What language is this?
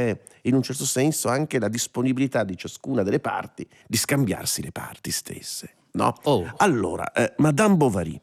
Italian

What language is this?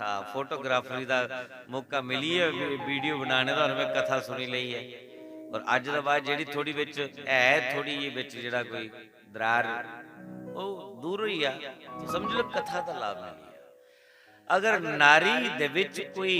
Dogri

